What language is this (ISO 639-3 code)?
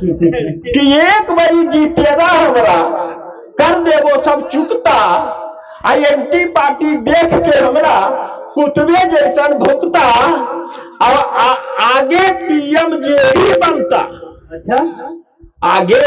mag